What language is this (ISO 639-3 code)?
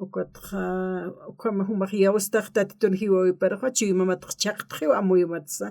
aym